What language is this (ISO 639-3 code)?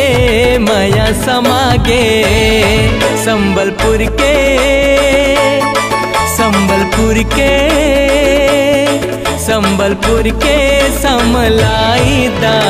hne